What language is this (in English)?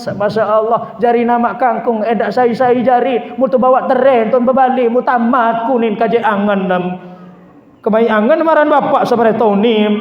Sasak